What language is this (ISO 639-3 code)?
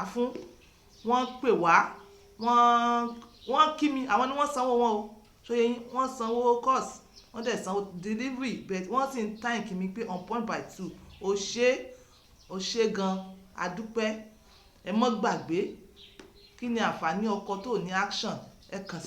yor